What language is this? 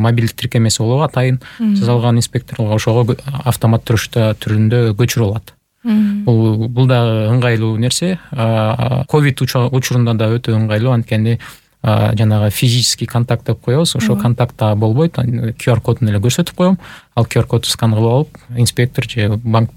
Kyrgyz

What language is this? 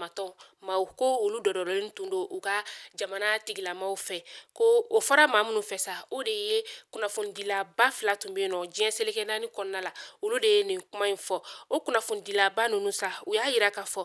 Bambara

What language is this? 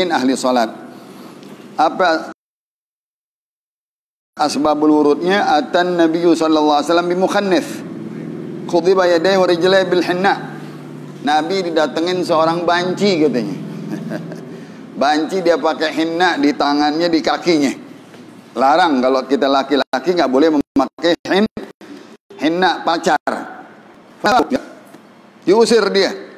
Indonesian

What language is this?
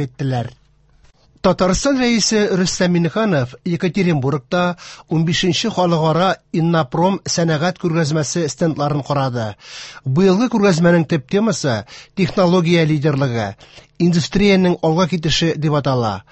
Tatar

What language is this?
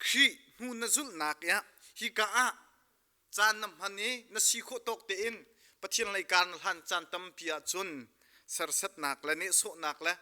Hakha Chin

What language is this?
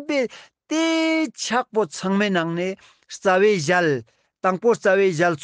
Ladakhi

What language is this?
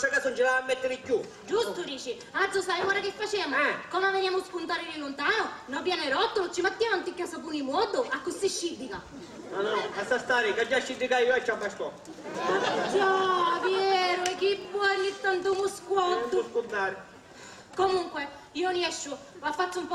Sicilian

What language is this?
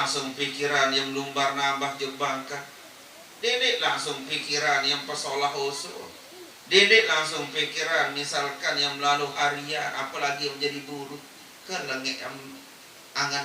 Sasak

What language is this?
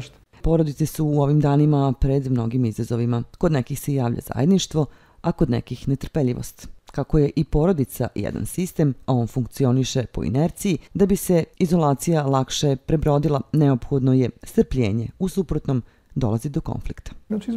Serbian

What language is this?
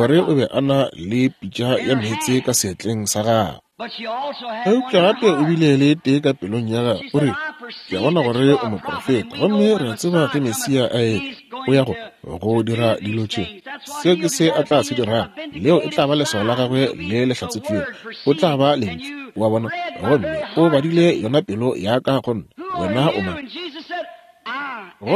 Northern Sotho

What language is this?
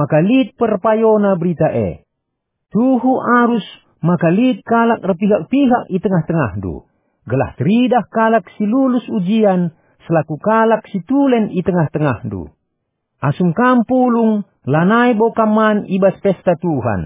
Batak Karo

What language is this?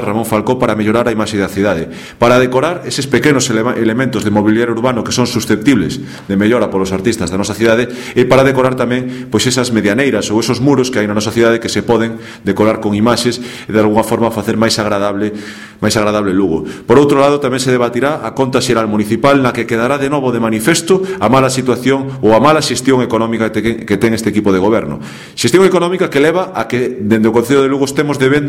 Galician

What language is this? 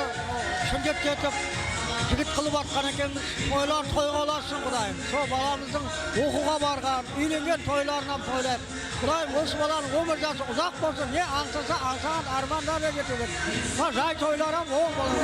Kara-Kalpak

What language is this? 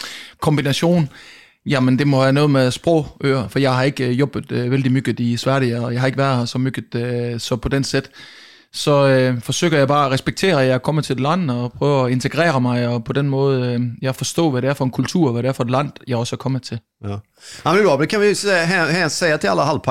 Danish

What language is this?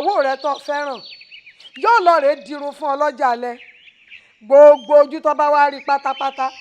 Yoruba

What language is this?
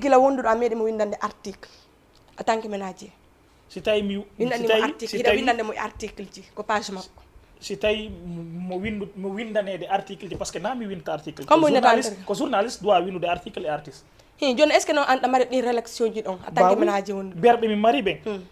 Fula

